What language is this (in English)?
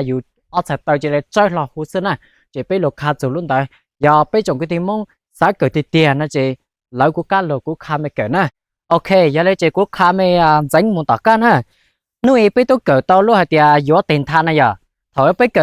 Hmong